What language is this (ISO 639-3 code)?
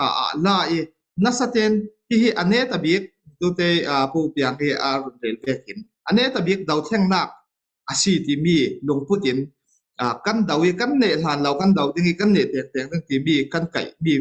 cfm